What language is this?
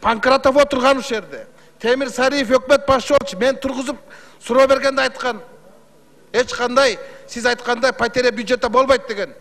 Kyrgyz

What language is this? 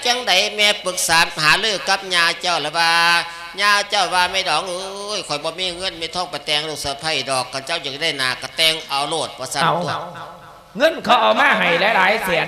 Lao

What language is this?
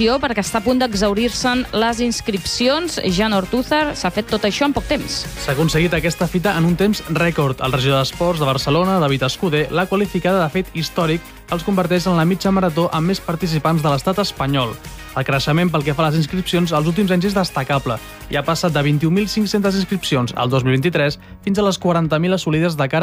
Catalan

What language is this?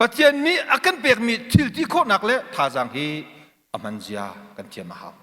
Hakha Chin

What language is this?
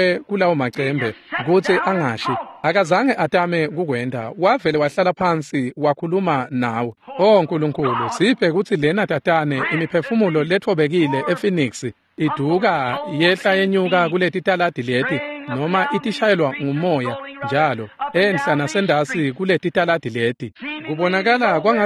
Swati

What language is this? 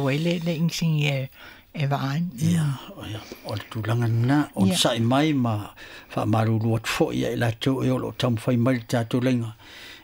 Samoan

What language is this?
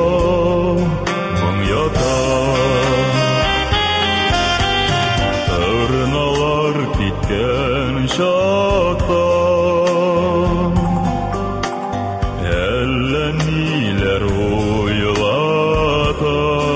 Tatar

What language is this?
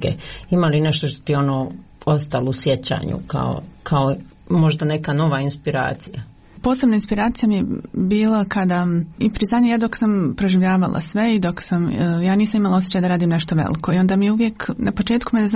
Bosnian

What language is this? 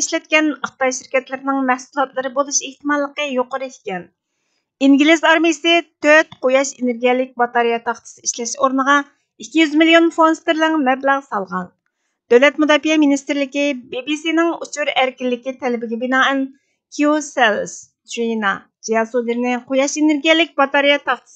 Uyghur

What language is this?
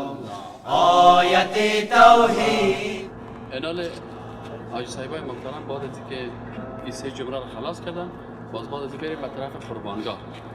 Persian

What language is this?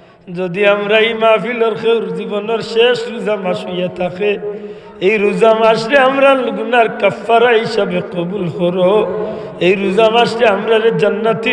Sylheti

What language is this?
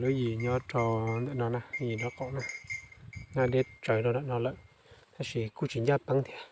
Hmong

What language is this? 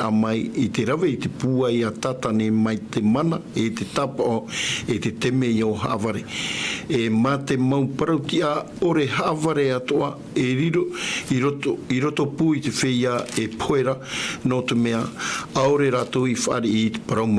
Tahitian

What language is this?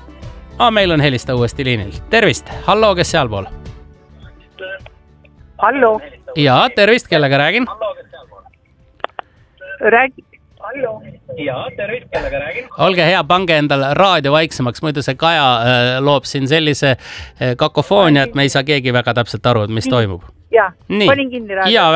Estonian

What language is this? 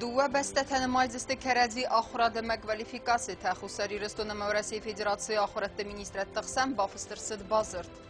Ossetic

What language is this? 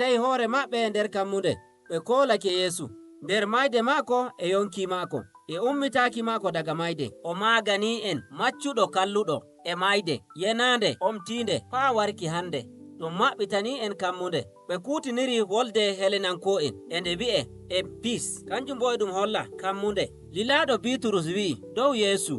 Nigerian Fulfulde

